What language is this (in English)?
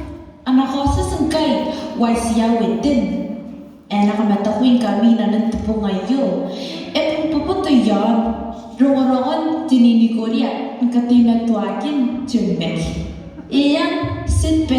Gilbertese